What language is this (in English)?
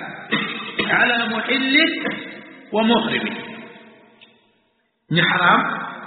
Swahili